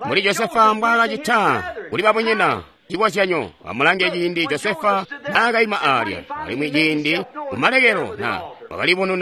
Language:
Tonga (Zambia)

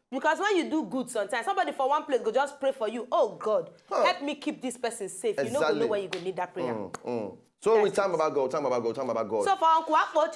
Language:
Nigerian Pidgin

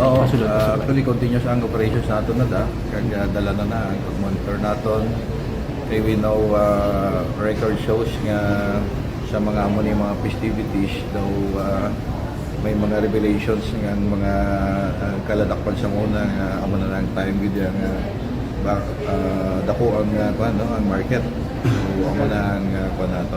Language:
Hiligaynon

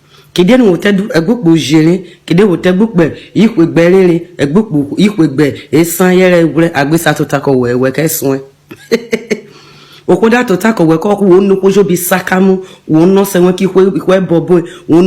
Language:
Urhobo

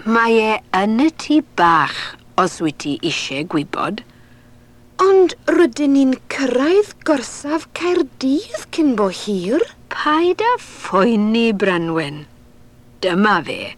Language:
Welsh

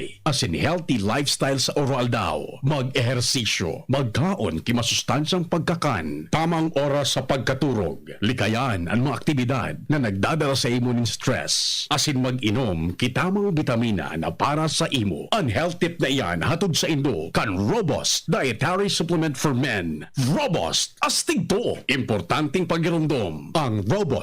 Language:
Bikol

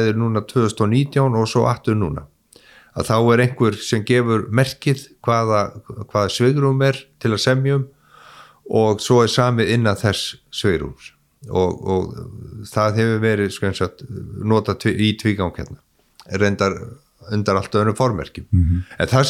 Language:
Icelandic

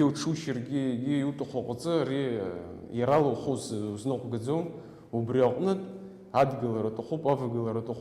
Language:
Abkhazian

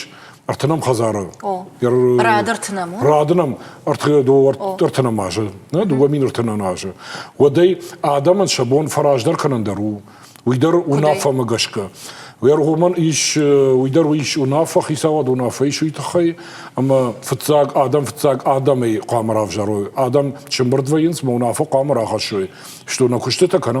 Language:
Ossetic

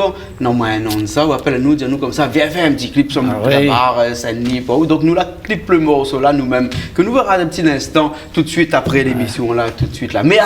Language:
Réunion Creole French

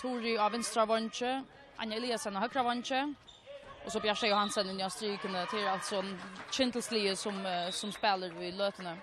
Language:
Faroese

